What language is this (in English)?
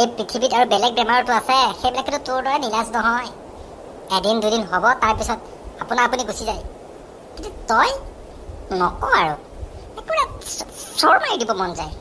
Assamese